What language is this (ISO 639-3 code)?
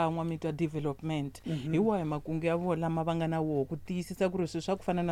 tso